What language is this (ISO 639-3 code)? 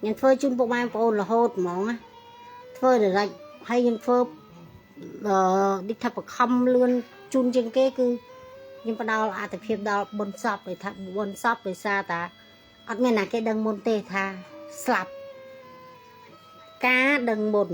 khm